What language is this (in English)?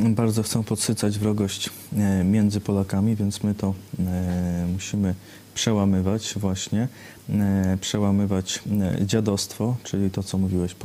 Polish